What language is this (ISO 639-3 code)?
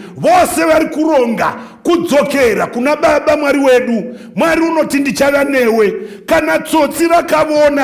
sna